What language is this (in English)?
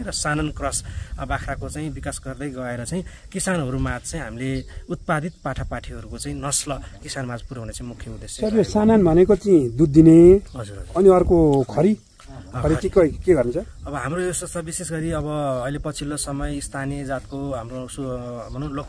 Nepali